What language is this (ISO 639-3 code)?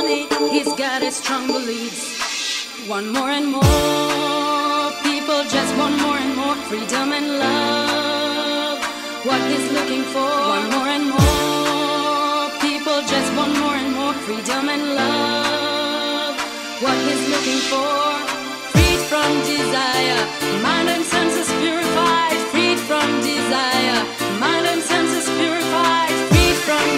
eng